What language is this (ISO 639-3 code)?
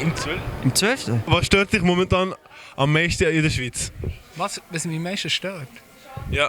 gsw